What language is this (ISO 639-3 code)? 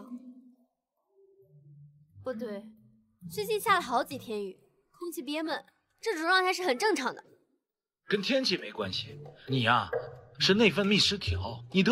zho